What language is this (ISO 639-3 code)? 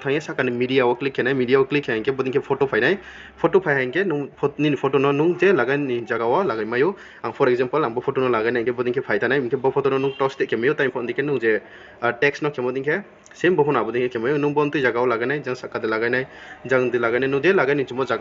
ria